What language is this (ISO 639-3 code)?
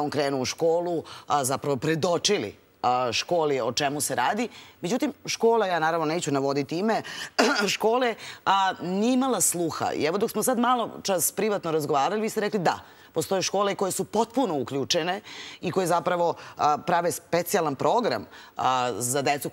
srp